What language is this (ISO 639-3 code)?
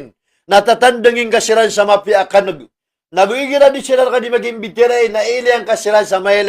mrw